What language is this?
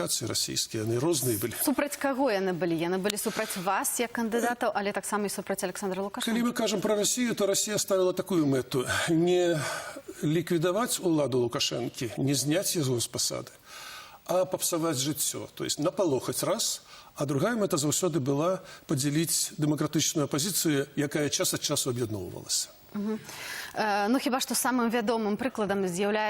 Belarusian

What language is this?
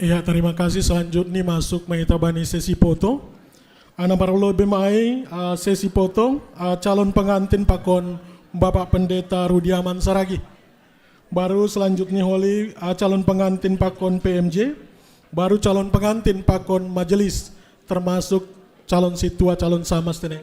Batak Simalungun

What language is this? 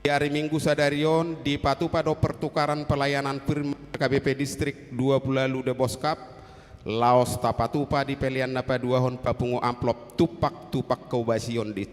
Batak Toba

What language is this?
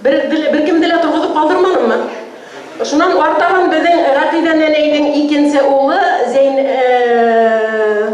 Bashkir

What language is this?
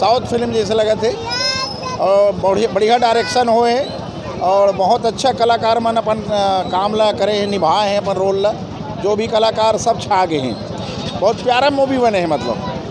Chhattisgarhi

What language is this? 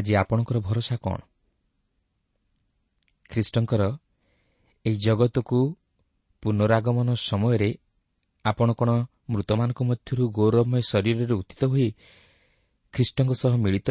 Odia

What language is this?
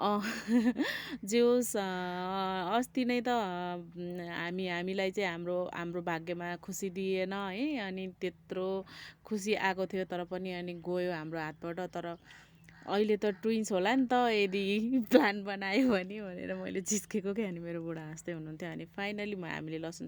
Nepali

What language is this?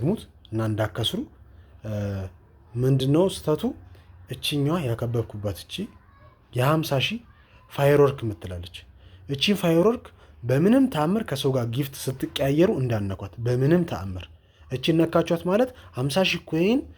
Amharic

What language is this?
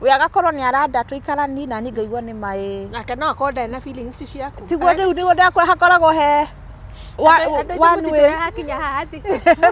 Kikuyu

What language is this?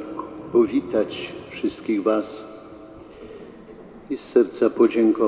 Polish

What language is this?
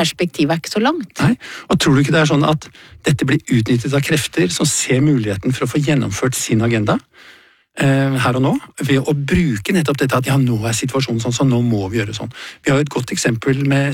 Norwegian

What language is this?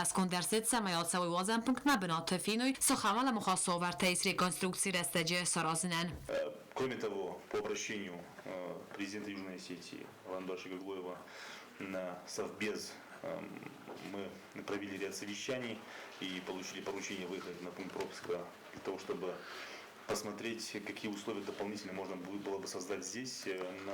Ossetic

